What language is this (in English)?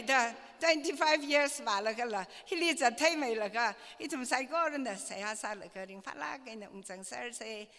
Tangkhul Naga (India)